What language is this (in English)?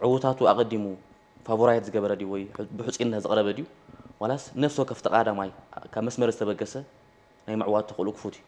Tigrinya